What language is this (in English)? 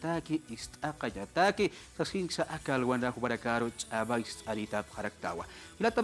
Aymara